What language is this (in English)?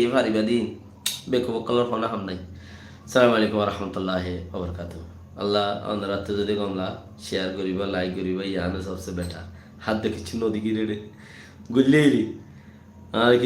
Rohingya